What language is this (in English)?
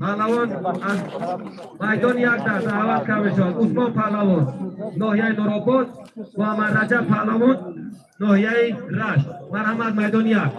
Tajik